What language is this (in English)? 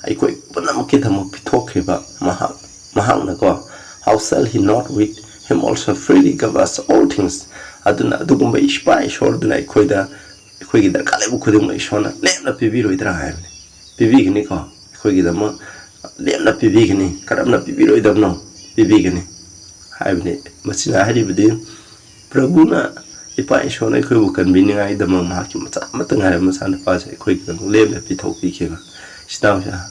Manipuri